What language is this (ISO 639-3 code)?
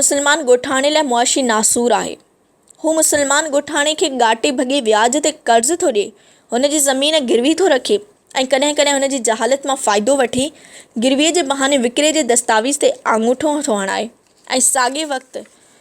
snd